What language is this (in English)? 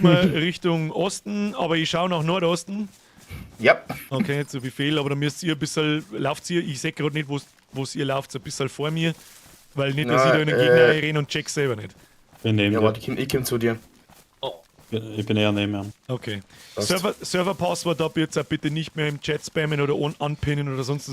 Bavarian